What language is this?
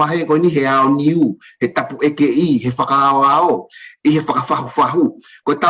Tongan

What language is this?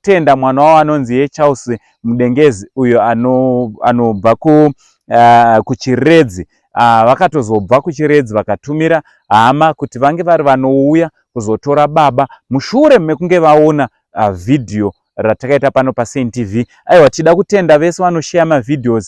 Shona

